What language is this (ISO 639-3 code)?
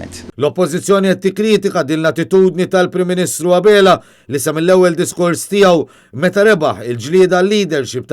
mlt